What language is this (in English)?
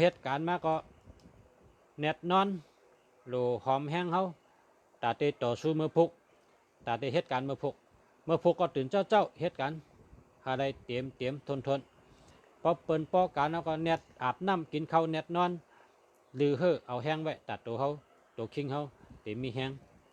Shan